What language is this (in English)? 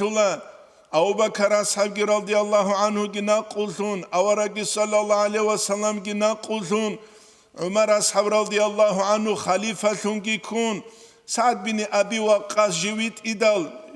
Avaric